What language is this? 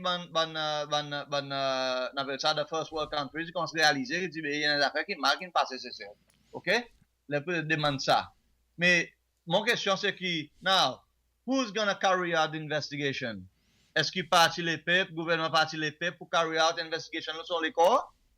Seselwa Creole French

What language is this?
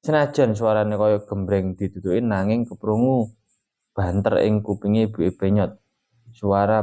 Javanese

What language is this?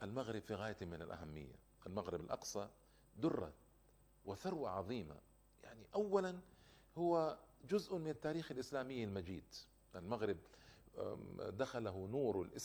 Arabic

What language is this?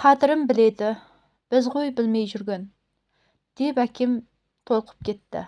Kazakh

